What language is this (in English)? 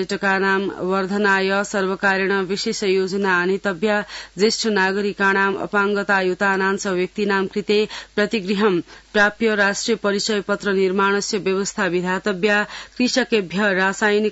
Sanskrit